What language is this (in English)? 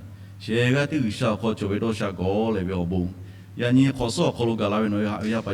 Lahu